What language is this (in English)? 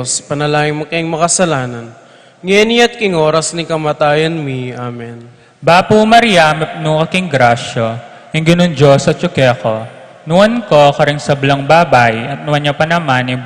Pampanga